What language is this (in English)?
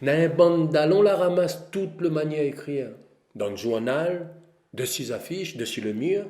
Réunion Creole French